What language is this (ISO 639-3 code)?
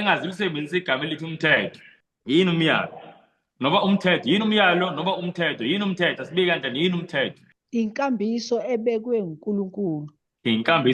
zul